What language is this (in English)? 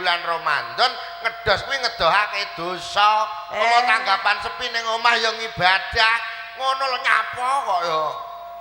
Javanese